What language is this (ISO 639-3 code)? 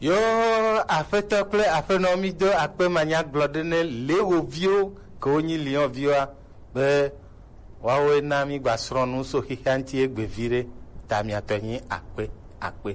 gej